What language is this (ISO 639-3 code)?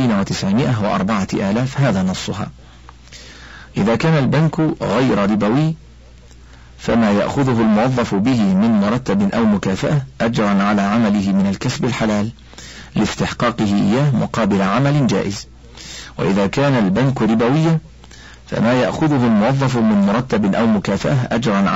ara